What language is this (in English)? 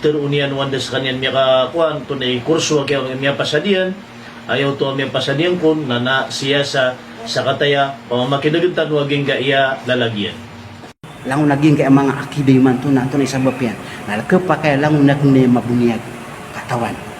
Maranao